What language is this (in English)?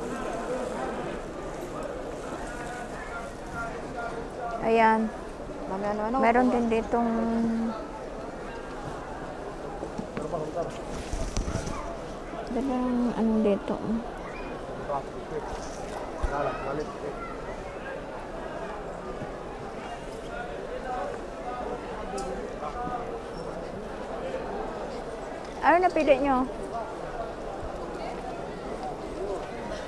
Filipino